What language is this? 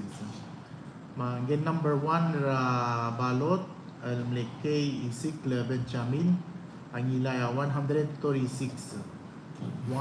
Palauan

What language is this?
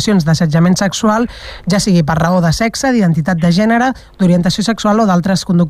Catalan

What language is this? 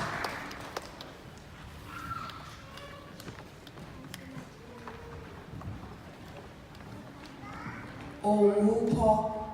S'gaw Karen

